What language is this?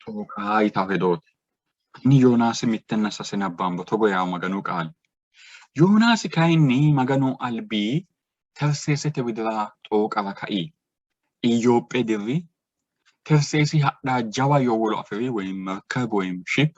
Sidamo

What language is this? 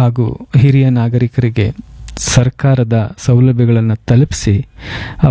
Kannada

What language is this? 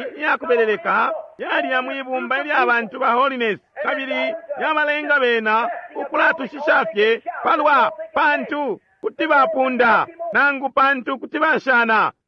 Bemba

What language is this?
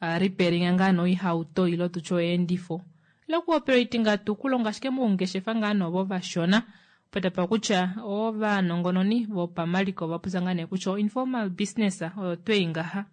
Kuanyama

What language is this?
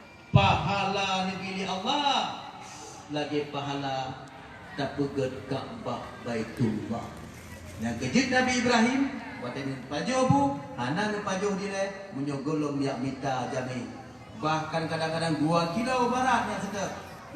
Achinese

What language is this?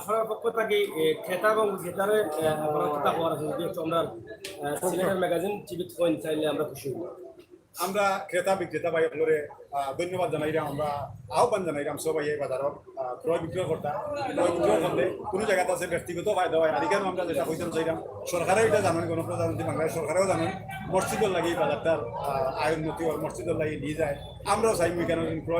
Sylheti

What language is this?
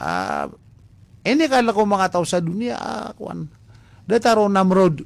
Maranao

